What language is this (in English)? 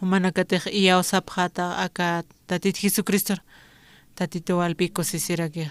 Aymara